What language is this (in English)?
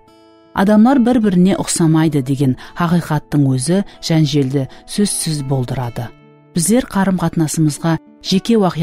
Kara-Kalpak